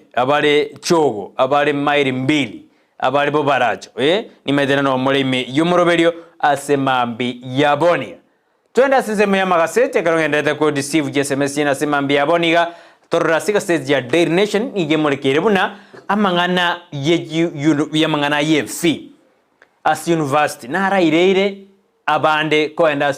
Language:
Gusii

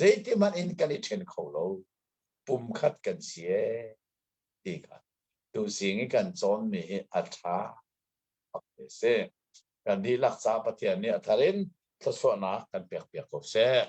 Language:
Hakha Chin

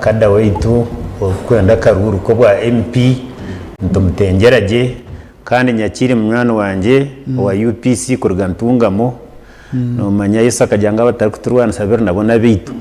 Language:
Nyankole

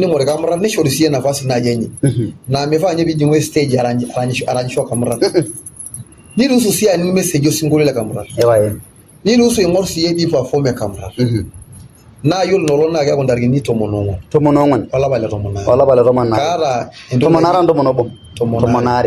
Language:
Masai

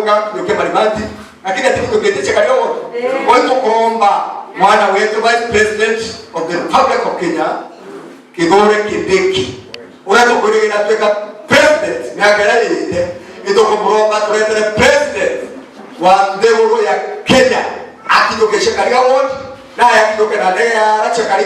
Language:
Meru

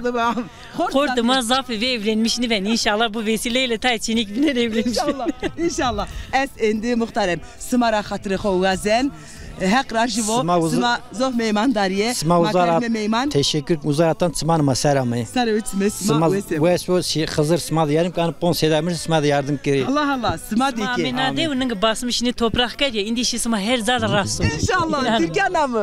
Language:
Zaza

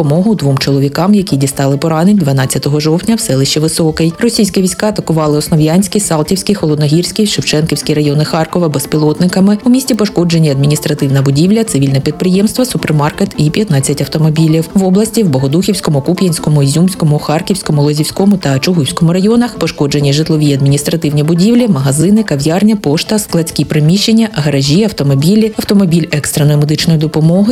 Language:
Ukrainian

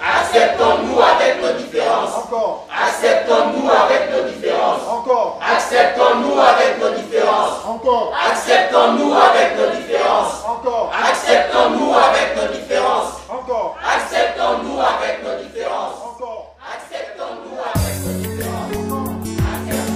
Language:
French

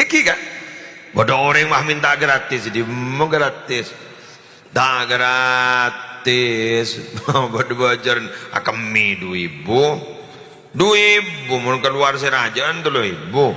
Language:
Madurese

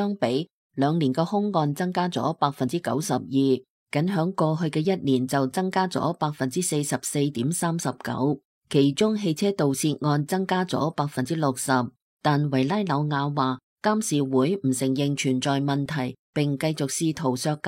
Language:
Cantonese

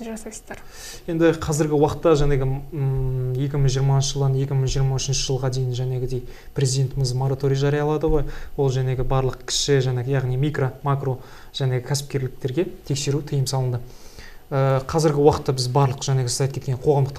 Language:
Kazakh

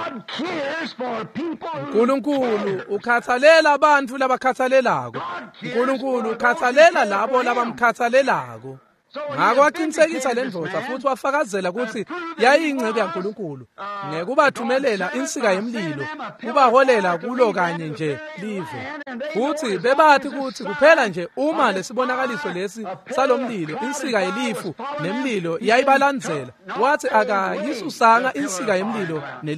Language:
Swati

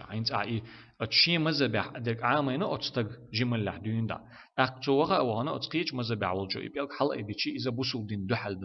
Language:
Chechen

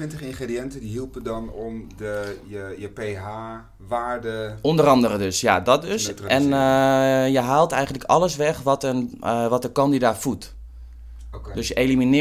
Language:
Dutch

